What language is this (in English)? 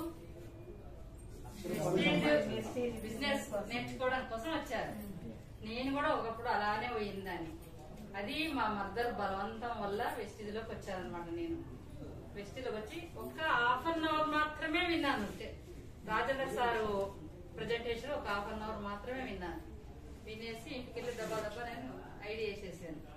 Telugu